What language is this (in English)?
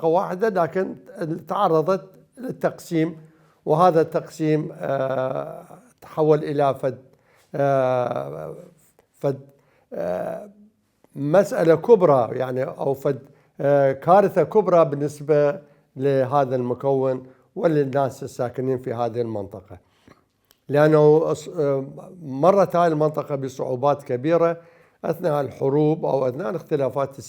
Mesopotamian Arabic